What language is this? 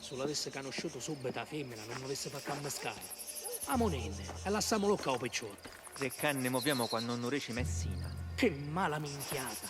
Sicilian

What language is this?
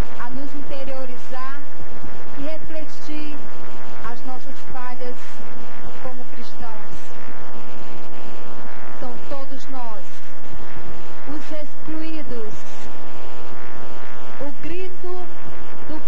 Portuguese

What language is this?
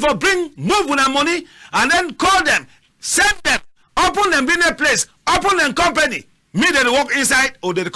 Cameroon Pidgin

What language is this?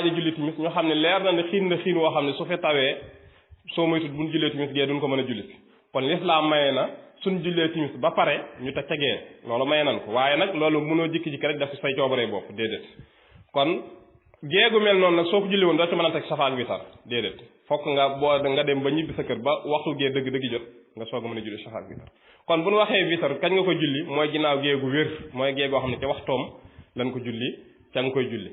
Wolof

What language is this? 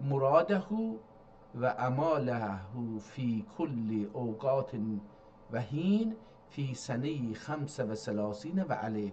South Azerbaijani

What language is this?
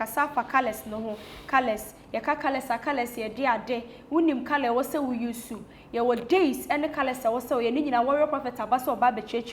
Akan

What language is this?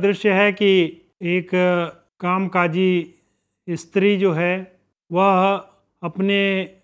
Hindi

